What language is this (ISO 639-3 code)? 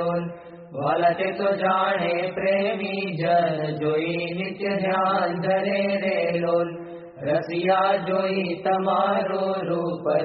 guj